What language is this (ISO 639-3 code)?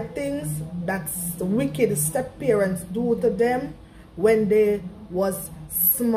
jam